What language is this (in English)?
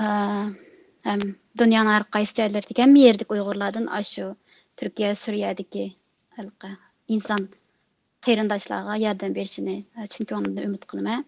Uyghur